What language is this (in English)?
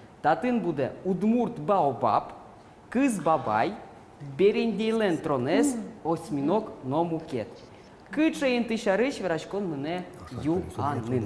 Udmurt